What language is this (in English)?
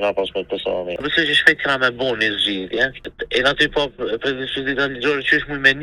Albanian